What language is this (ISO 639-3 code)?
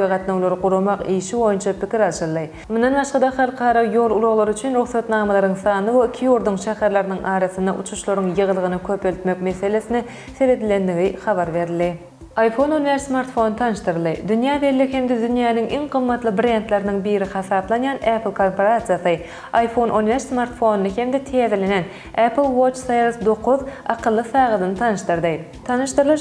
tuk